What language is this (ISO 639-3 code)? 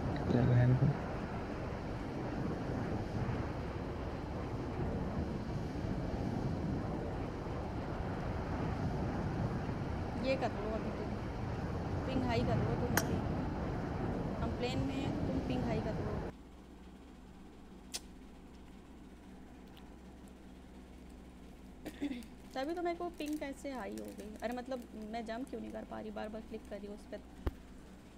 hin